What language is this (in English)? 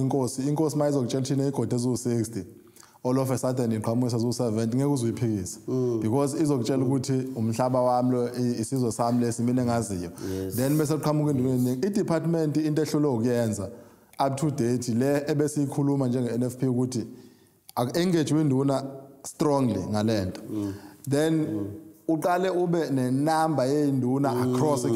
Zulu